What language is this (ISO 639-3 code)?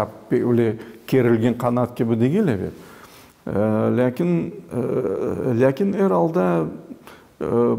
crh